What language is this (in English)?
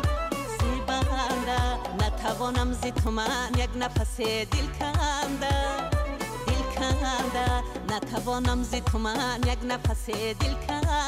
Tajik